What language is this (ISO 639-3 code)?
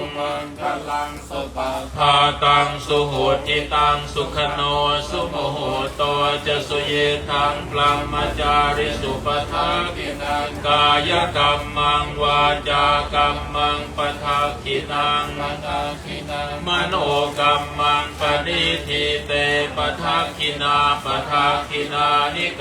pli